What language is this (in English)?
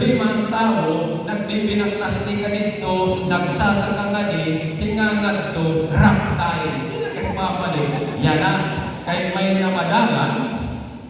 Waray